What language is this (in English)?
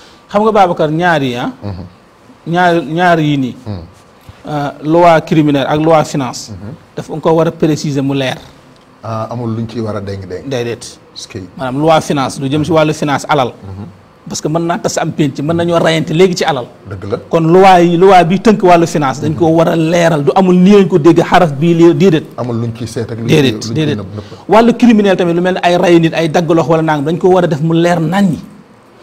Wolof